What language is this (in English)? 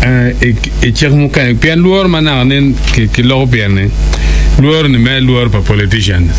Acoli